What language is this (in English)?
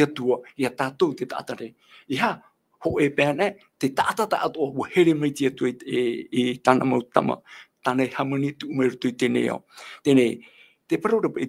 Tahitian